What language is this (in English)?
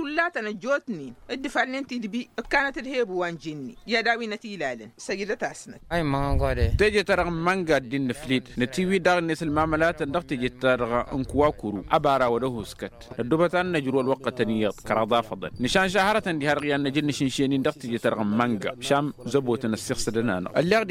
Tamasheq